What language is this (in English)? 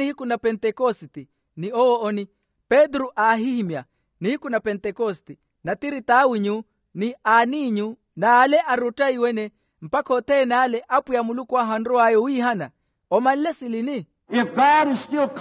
Makhuwa